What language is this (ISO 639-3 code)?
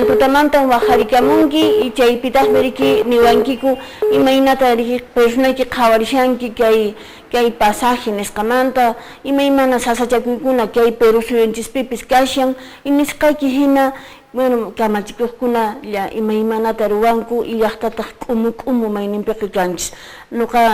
que